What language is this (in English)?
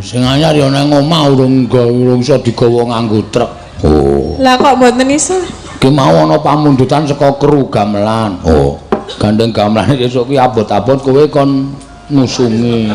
Javanese